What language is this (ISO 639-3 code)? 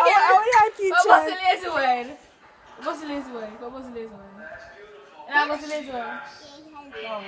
jam